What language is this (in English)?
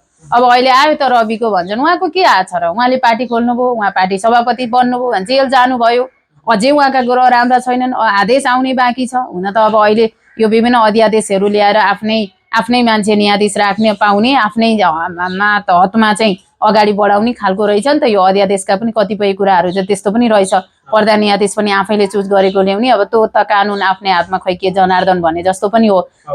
Nepali